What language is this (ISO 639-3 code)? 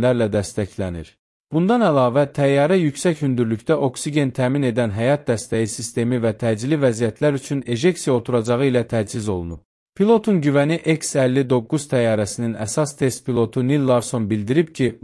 aze